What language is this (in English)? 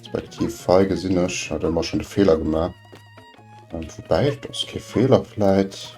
Luxembourgish